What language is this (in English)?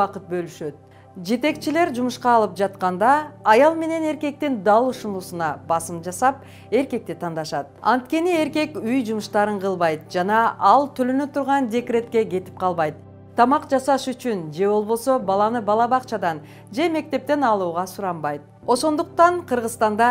Kyrgyz